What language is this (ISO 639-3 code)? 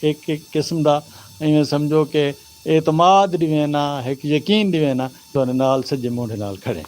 skr